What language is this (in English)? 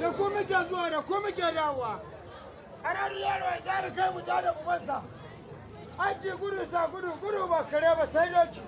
Hausa